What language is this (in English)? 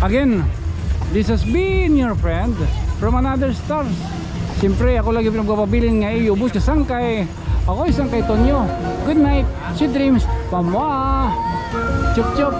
Waray